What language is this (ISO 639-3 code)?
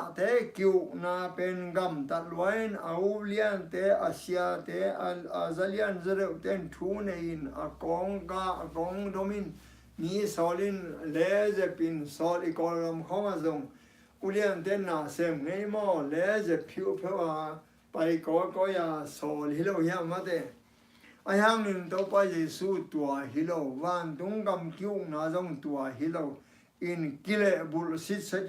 ctd